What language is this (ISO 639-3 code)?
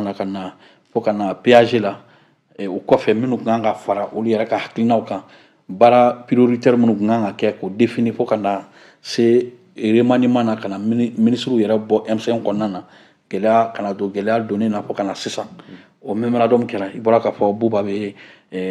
bam